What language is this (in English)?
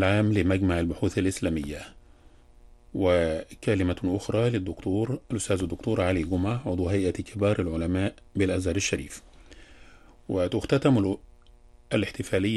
Arabic